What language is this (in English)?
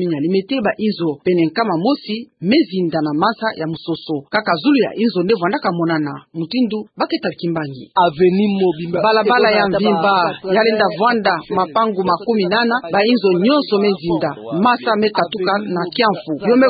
Kituba (Democratic Republic of Congo)